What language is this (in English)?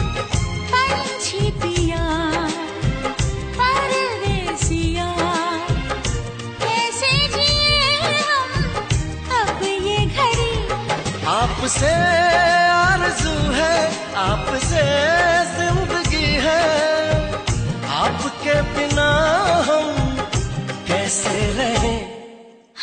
Hindi